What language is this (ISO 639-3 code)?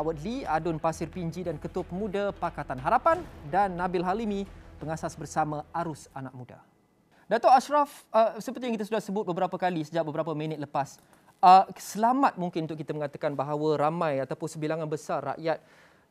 msa